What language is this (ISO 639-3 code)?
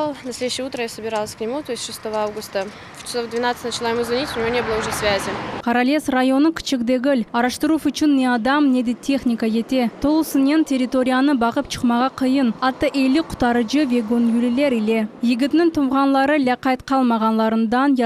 crh